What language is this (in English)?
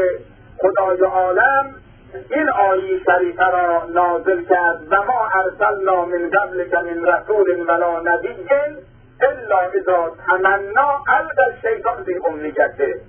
Persian